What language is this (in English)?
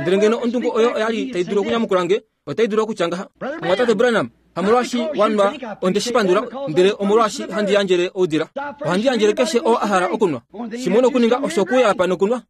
Kuanyama